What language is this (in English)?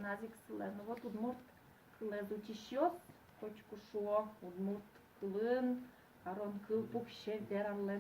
Udmurt